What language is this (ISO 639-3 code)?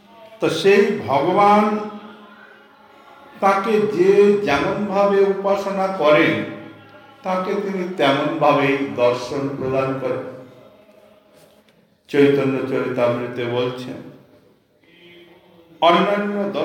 ben